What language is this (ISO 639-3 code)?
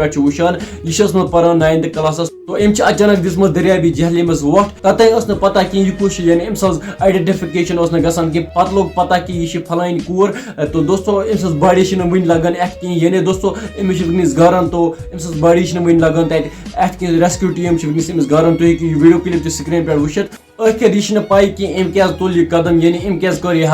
kas